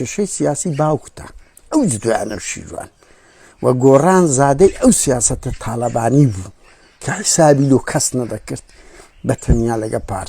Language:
Central Kurdish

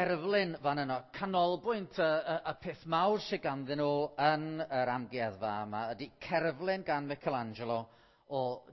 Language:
Welsh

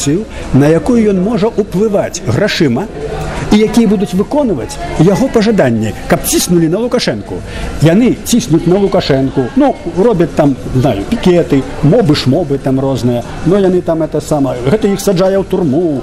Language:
Belarusian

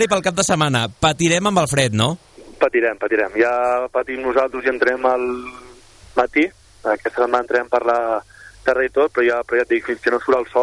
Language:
Catalan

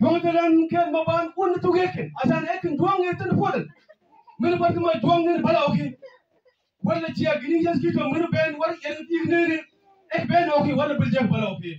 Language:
Mabaan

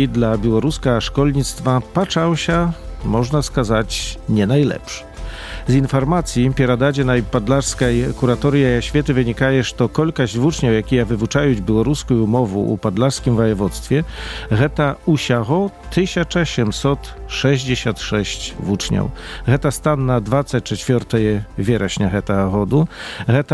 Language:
Belarusian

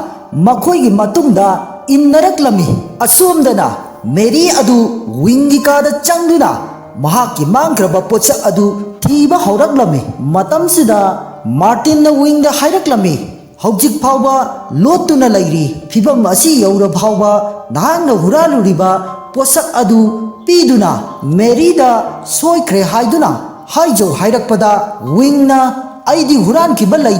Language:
Manipuri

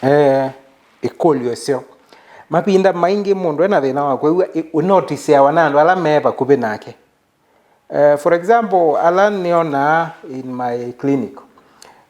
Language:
Kamba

